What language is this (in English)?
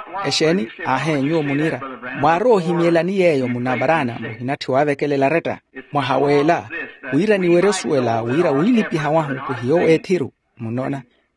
Makhuwa